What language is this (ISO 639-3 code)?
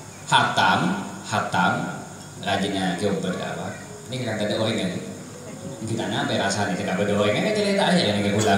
mad